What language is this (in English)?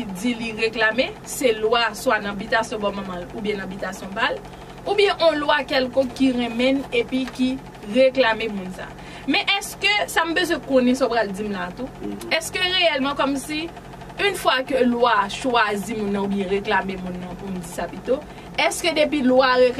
Haitian Creole